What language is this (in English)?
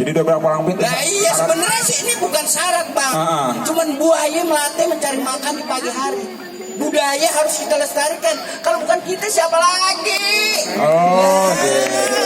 Betawi